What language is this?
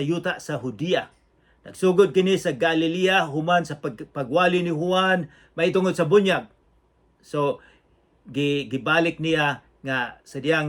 Cebuano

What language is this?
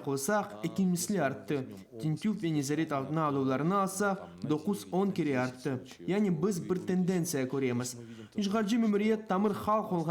Crimean Tatar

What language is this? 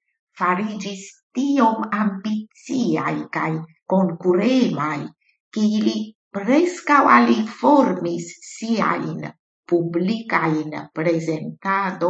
Esperanto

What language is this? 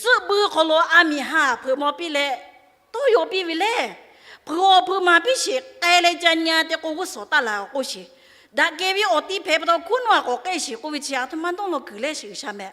Lahu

